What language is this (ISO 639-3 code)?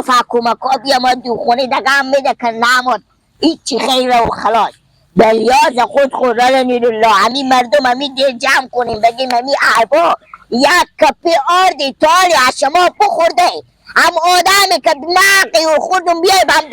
haz